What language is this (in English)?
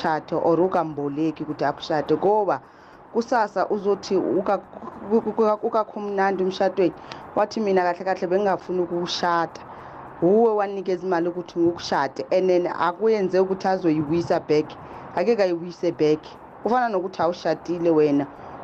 South Ndebele